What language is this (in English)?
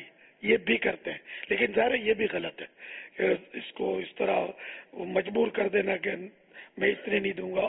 Urdu